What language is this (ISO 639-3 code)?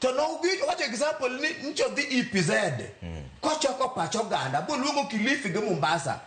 luo